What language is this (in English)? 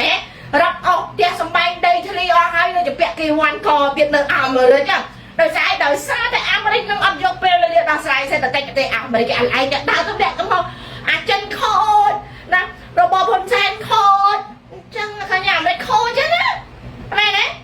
Khmer